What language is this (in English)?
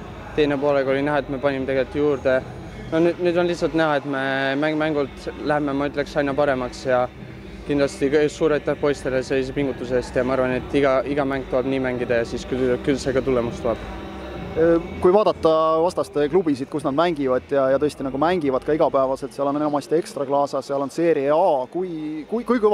Estonian